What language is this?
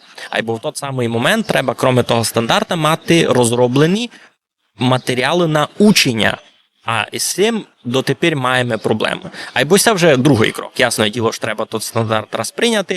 Rusyn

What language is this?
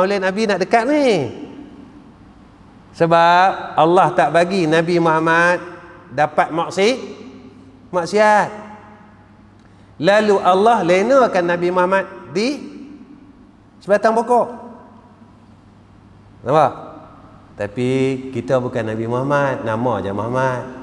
Malay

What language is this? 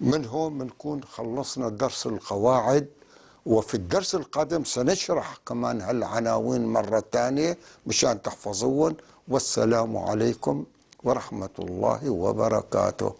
North Levantine Arabic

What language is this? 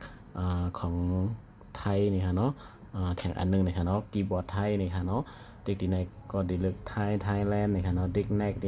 Shan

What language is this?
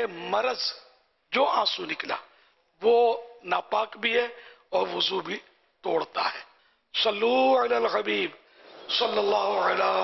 Urdu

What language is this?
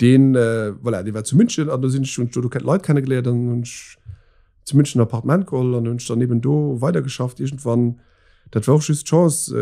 Luxembourgish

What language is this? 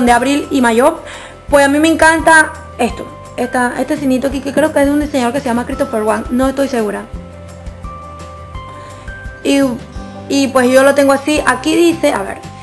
Spanish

